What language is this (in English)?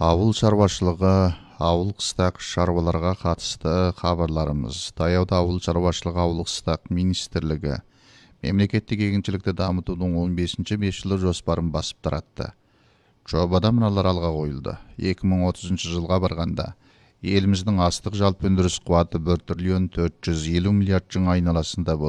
Kazakh